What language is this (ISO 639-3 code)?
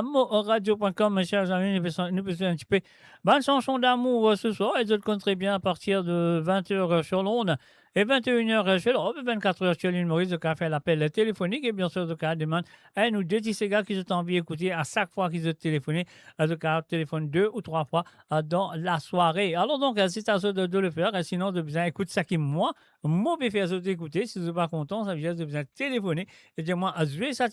mfe